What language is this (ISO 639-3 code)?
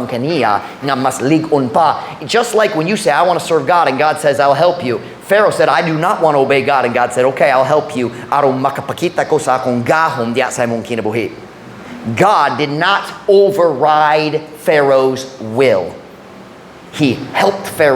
ceb